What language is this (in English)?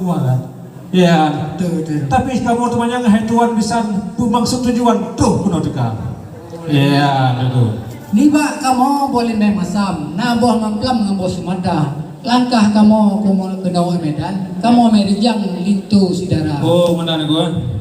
Achinese